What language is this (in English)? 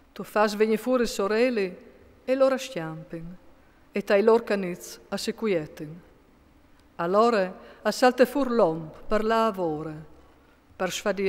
Friulian